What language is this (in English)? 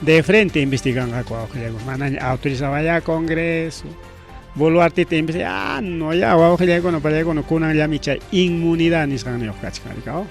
Ayacucho Quechua